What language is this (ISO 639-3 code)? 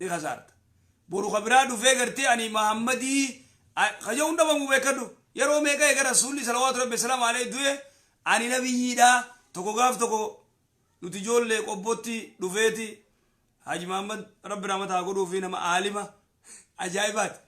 orm